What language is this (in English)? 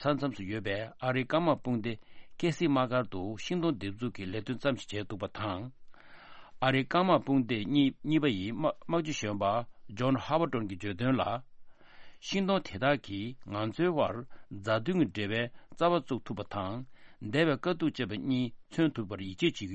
Tibetan